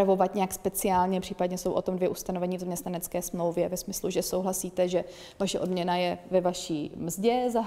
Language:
Czech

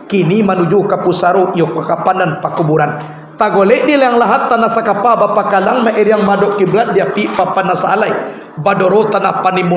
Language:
Minangkabau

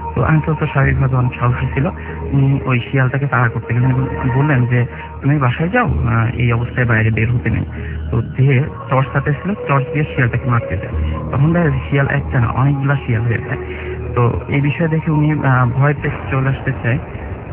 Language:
Bangla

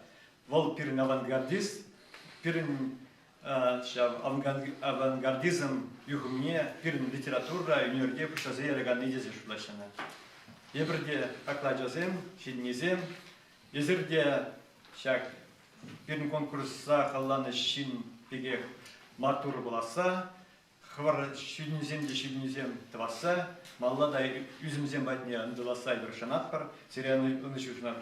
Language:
Chuvash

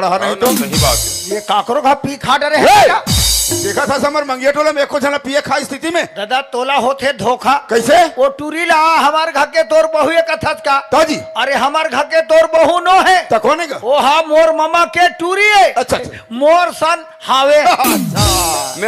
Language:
Chhattisgarhi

